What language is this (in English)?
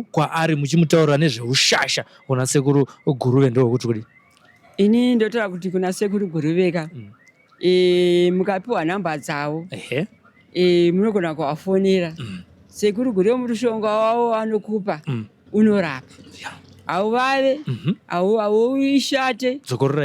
Shona